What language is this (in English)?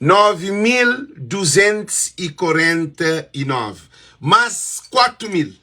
Kabuverdianu